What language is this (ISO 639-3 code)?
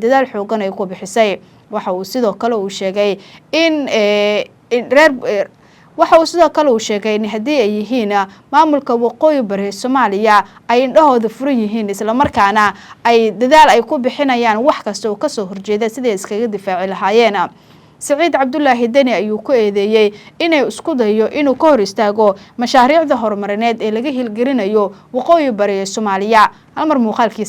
som